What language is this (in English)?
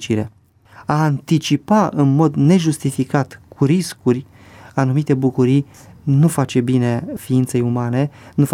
Romanian